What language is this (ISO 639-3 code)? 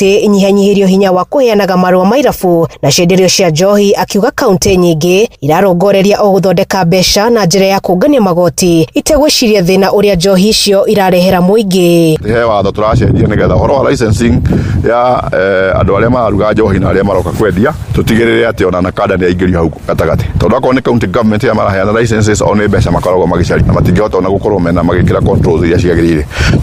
kik